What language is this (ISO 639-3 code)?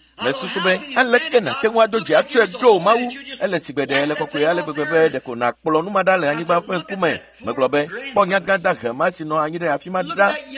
ewe